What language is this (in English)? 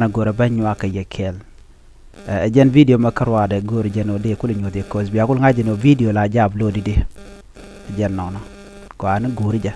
Nuer